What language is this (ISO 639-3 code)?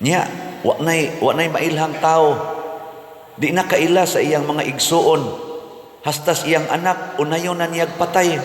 ceb